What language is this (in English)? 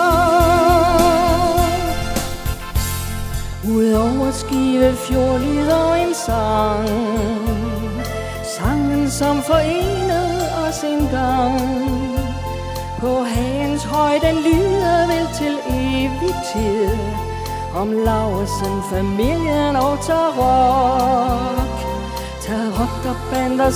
Danish